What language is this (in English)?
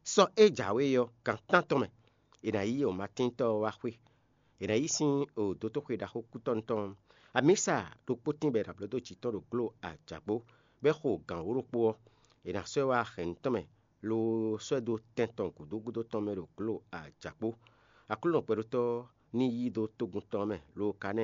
Fon